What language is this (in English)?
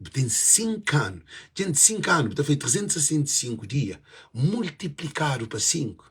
Kabuverdianu